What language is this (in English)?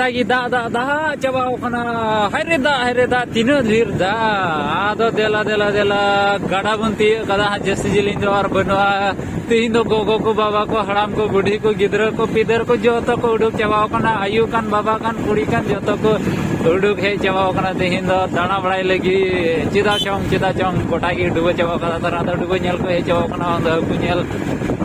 Santali